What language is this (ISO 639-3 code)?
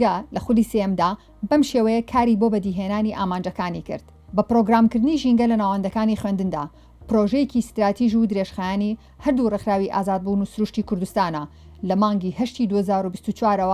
ckb